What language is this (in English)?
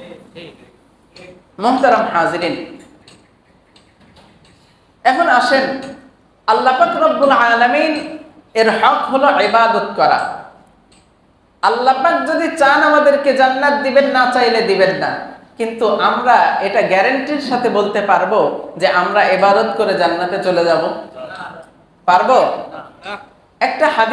Bangla